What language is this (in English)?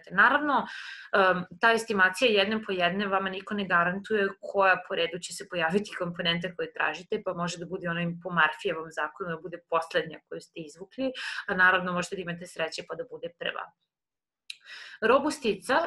Serbian